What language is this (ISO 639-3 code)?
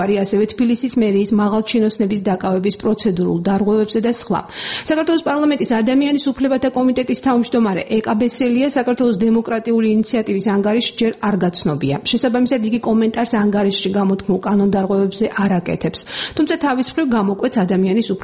kat